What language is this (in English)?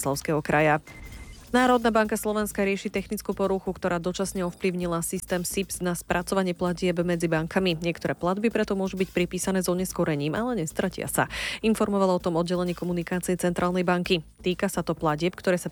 Slovak